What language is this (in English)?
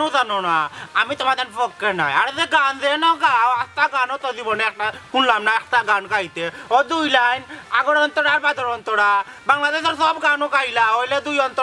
Sylheti